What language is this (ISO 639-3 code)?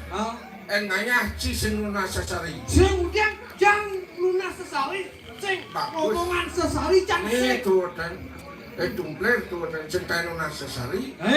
ban